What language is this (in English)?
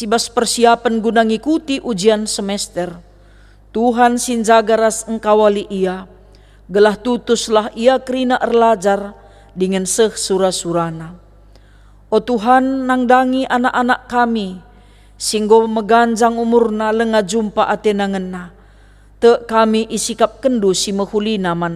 Batak Karo